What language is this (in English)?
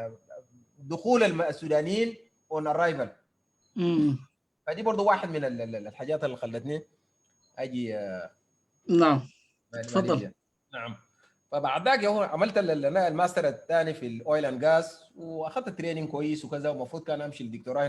Sudanese Arabic